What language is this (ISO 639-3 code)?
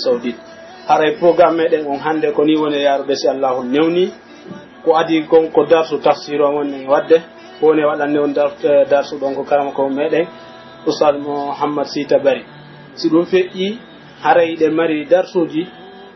fuf